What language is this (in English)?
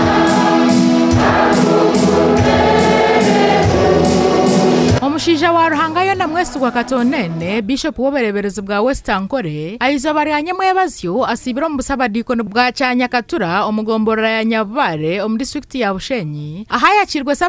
Nyankole